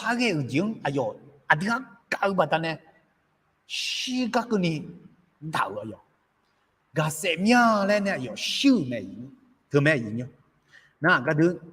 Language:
Akha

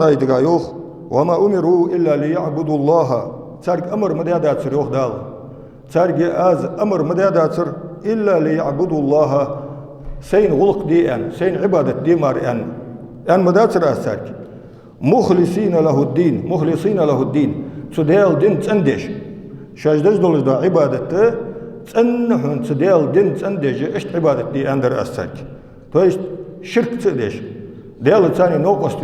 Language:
Ingush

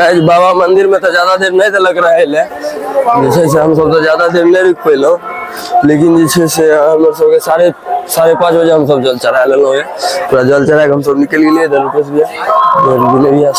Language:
Maithili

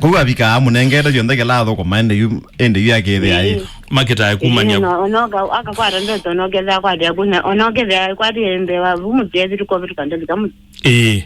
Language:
Kamba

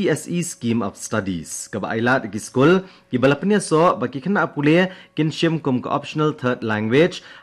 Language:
Khasi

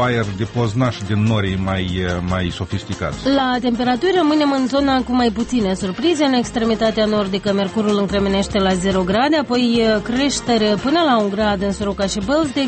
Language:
Romanian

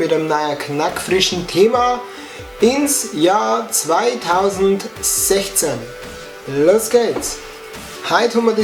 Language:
Bavarian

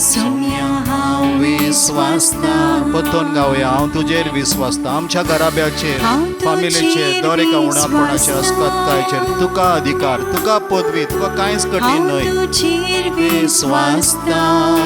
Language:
Konkani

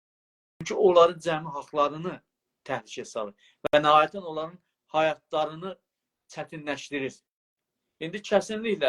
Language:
South Azerbaijani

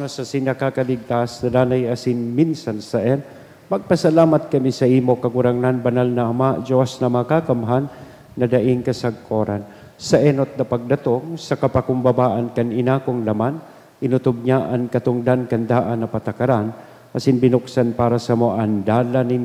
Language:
Bikol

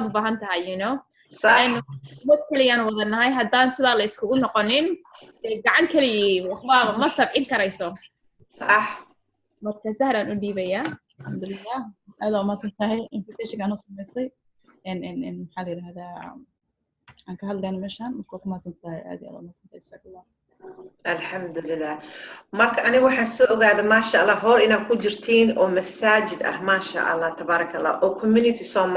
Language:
Somali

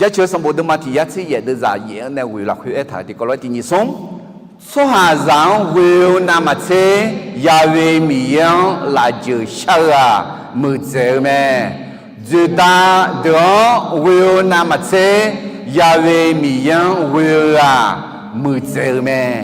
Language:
Akha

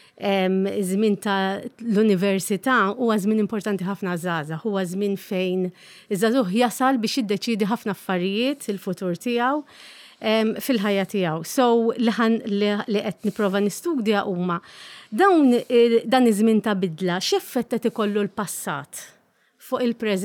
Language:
Maltese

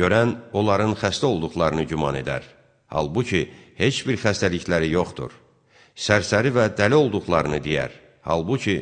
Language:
Azerbaijani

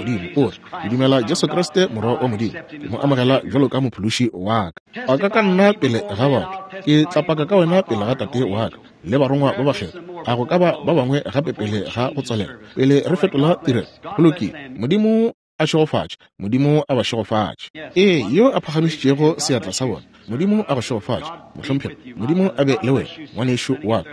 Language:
Northern Sotho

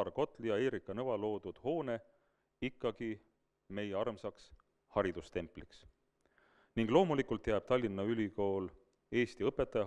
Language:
Estonian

